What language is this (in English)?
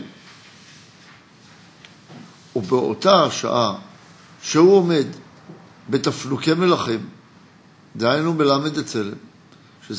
Hebrew